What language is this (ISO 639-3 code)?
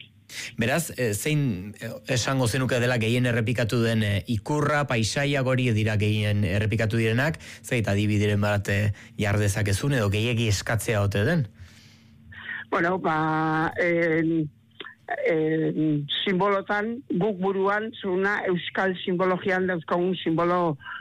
eus